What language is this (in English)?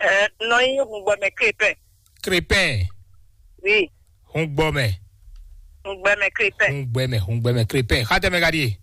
Fon